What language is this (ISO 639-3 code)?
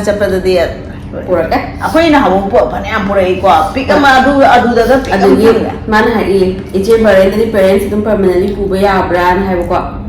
mni